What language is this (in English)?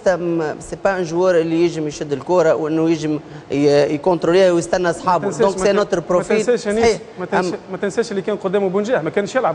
Tunisian Arabic